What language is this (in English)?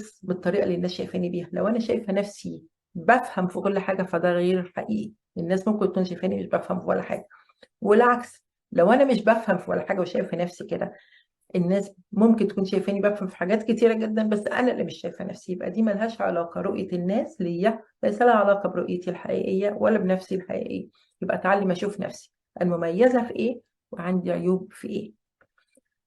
Egyptian Arabic